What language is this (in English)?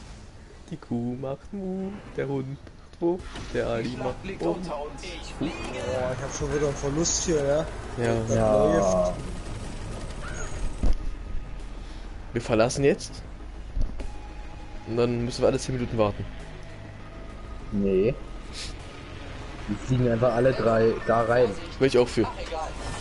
German